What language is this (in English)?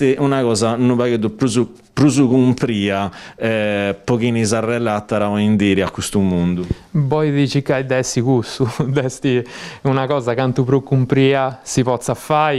Sardinian